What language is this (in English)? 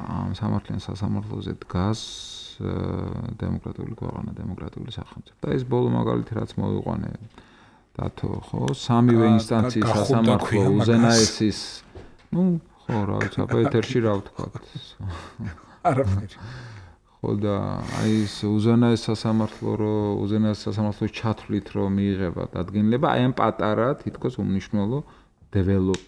Georgian